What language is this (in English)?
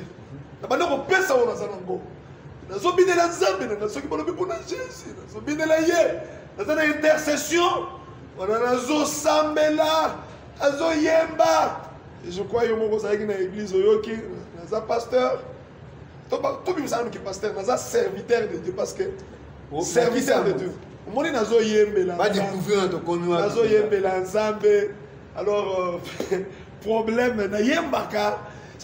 Lingala